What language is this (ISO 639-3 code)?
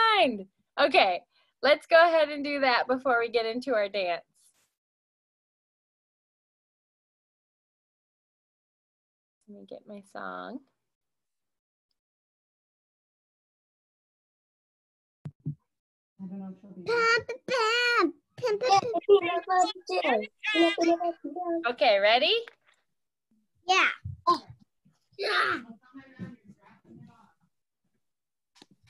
eng